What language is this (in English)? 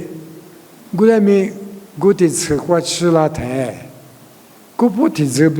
Lisu